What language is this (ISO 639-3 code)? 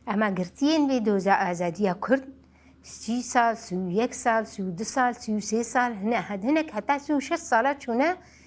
kur